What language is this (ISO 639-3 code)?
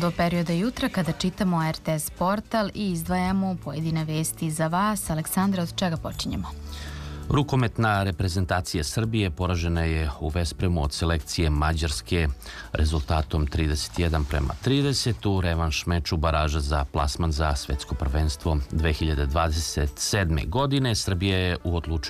srp